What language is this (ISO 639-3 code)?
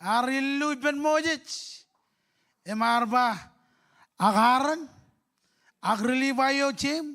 mah